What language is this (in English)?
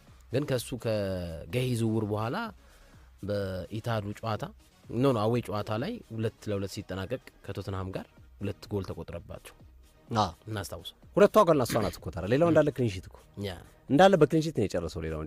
Amharic